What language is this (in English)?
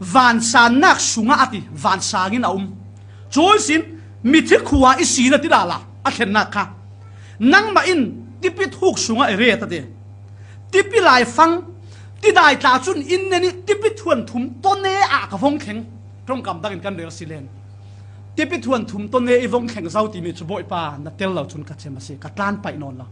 Falam Chin